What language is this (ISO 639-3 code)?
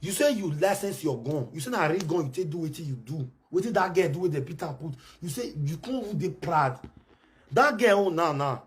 pcm